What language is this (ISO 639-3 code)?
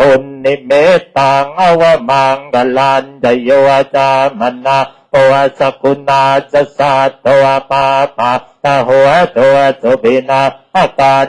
pli